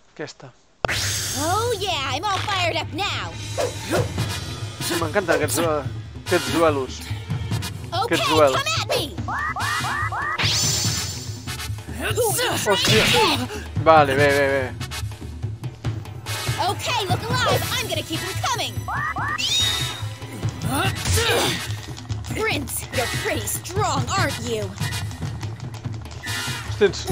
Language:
Catalan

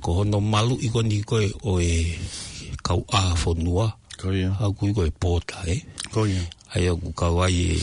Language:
Tongan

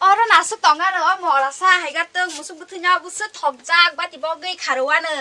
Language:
Kok Borok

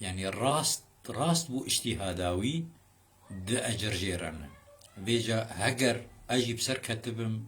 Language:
Kurdish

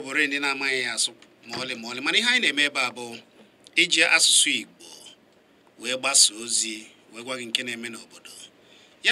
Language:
Igbo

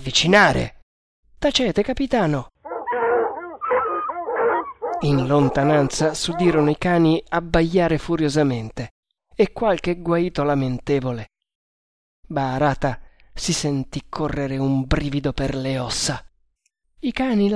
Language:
Italian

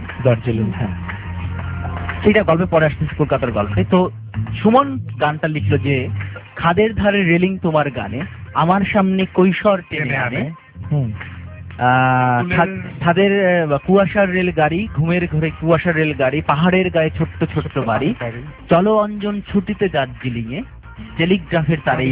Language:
Bangla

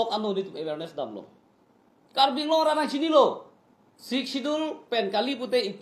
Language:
Karbi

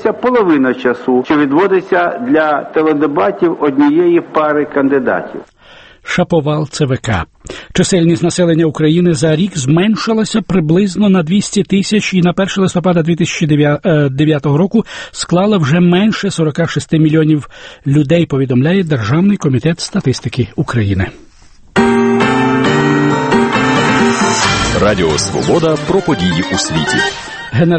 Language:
Ukrainian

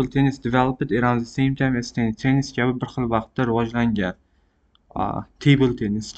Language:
Uzbek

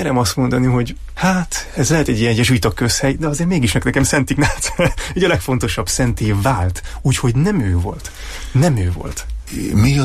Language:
Hungarian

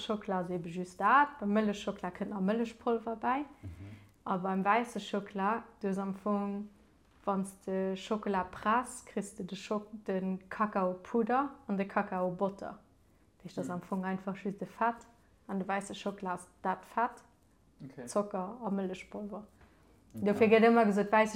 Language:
Luxembourgish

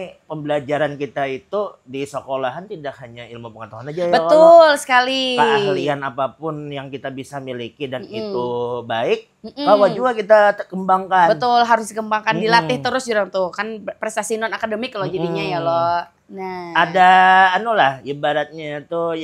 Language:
Banjar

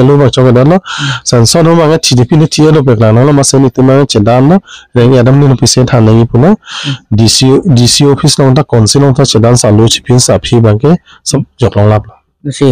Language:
Karbi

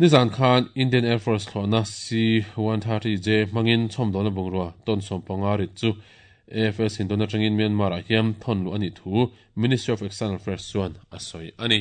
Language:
Mizo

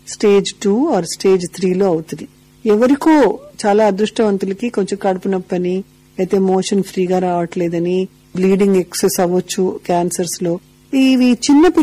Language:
Telugu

